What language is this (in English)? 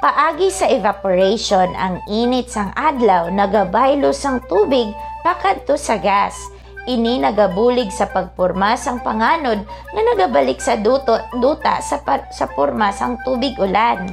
Hiligaynon